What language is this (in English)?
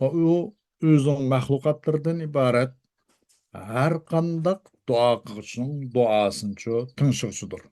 Uyghur